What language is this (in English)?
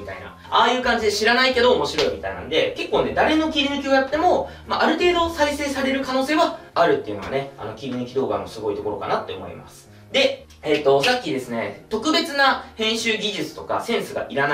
Japanese